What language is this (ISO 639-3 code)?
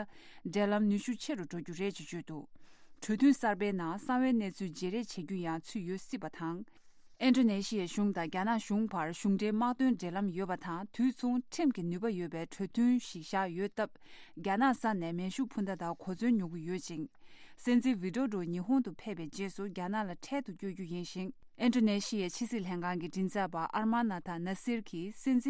bod